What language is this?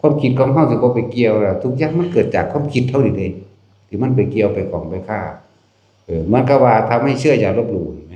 Northeastern Thai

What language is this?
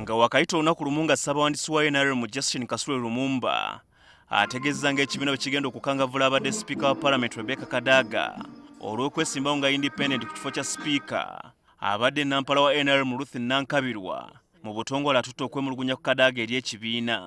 Ganda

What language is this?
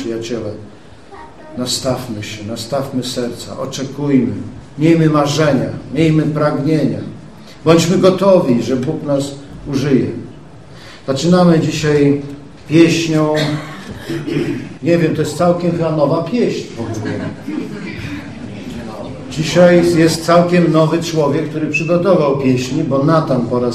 Polish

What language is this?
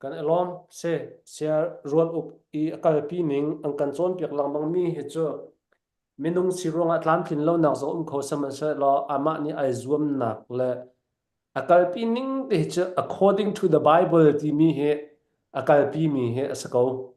Falam Chin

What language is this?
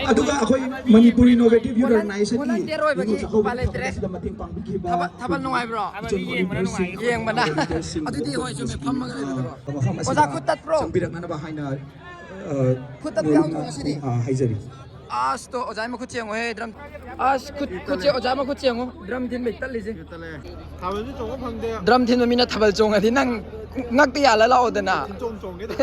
Manipuri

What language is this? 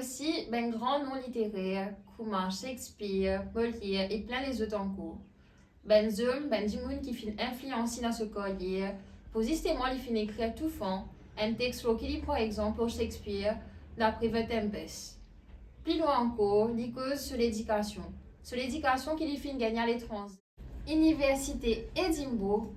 Morisyen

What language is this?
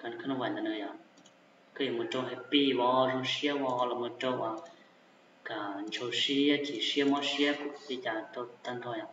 Hmong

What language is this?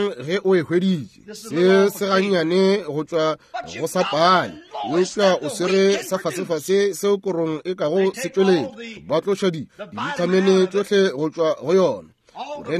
Northern Sotho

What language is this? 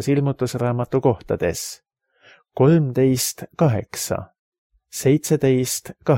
Estonian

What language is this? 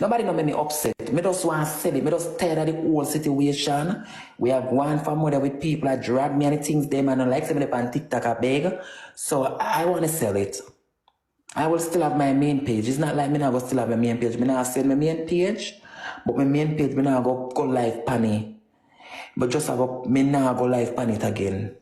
Jamaican Creole English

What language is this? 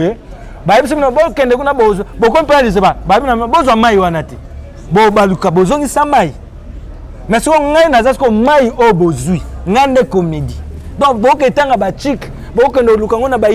Lingala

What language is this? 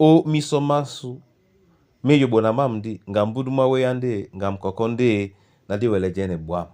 Duala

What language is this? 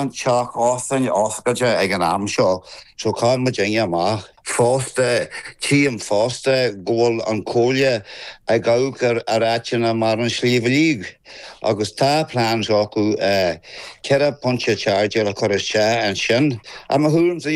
Irish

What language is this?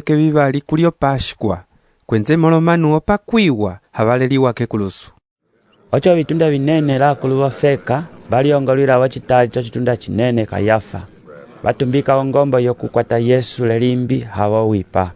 Umbundu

